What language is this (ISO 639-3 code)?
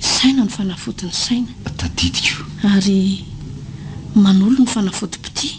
mlg